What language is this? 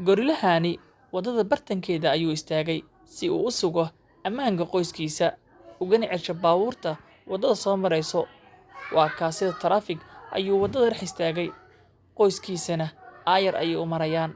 Somali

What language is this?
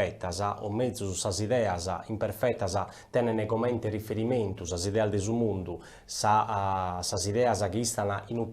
Sardinian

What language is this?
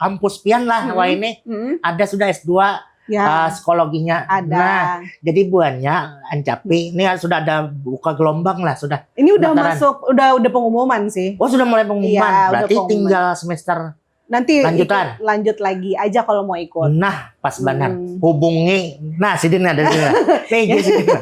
Banjar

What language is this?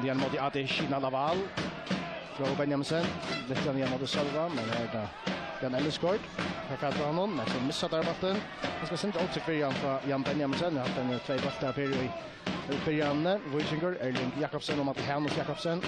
Faroese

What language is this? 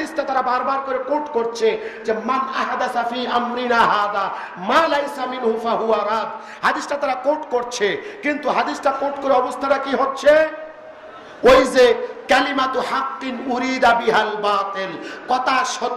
Bangla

